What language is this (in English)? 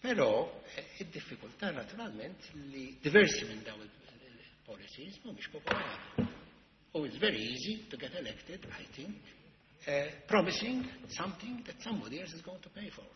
Maltese